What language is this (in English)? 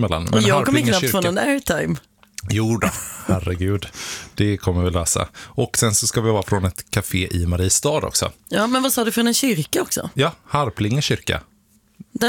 Swedish